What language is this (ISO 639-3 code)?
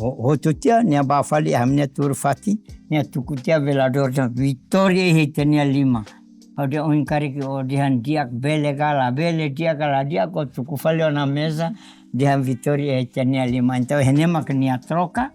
tet